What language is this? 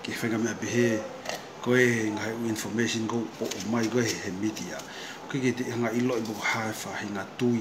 Tongan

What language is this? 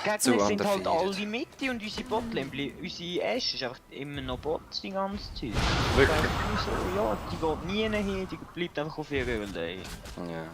Swiss German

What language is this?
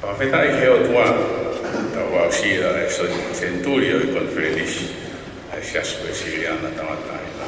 Tongan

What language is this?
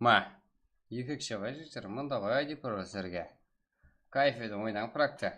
Kara-Kalpak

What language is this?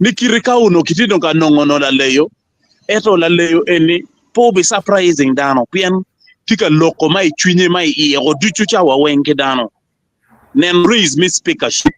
Acoli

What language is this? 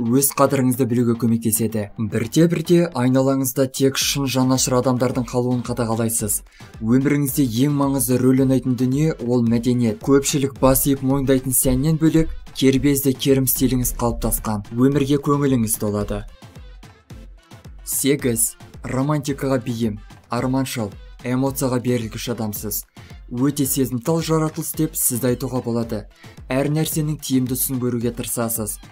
Kazakh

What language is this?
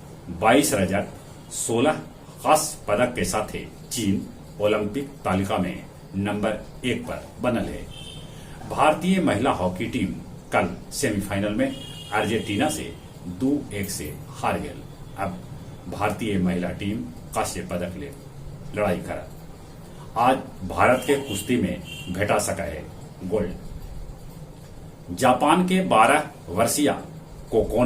Magahi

